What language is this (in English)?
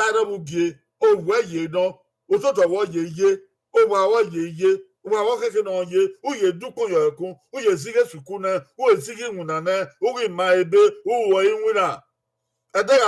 Bini